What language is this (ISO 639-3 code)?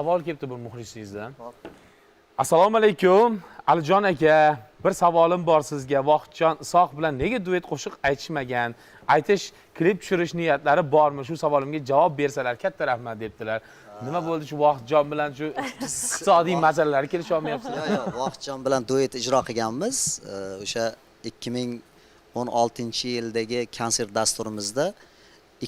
uzb